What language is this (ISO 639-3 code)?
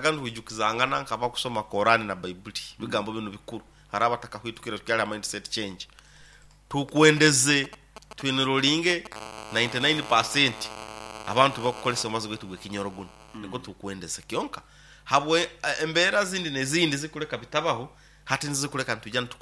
nyo